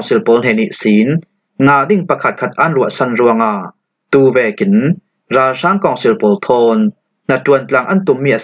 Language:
Falam Chin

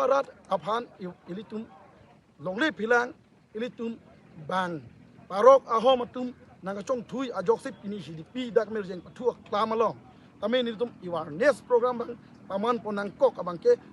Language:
Karbi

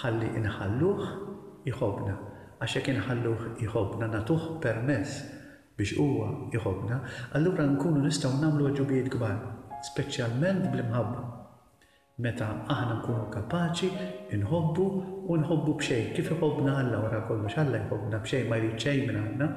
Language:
Maltese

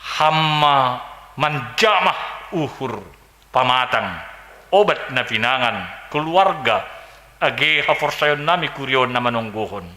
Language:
Batak Simalungun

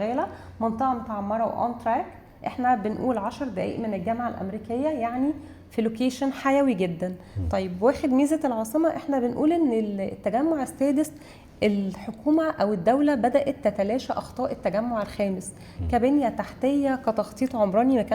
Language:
Egyptian Arabic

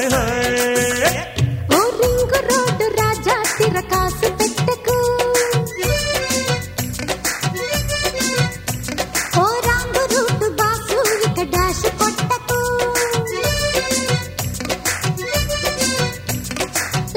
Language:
Telugu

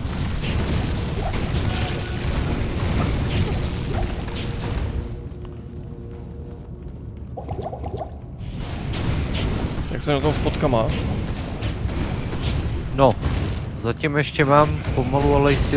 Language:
Czech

